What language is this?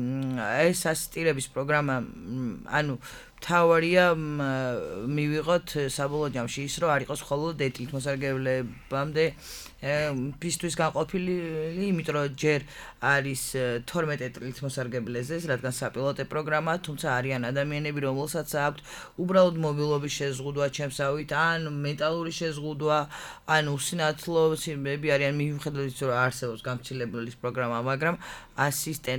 Georgian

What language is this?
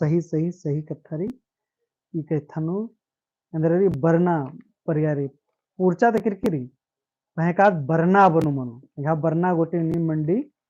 Kurukh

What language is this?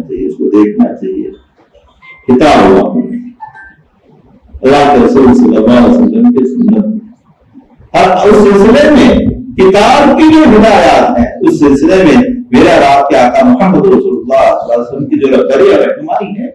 Urdu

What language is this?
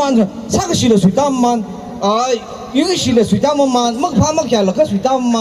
Tangkhul Naga (India)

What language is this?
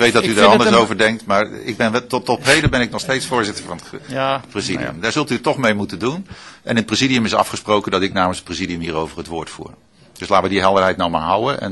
Dutch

